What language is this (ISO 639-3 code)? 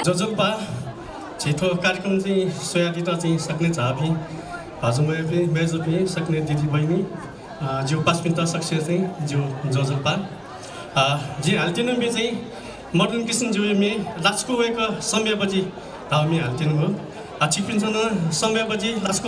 new